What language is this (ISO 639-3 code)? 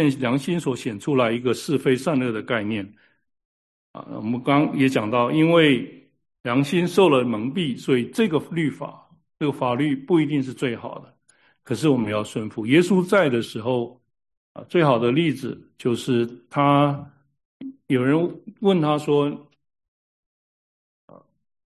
zho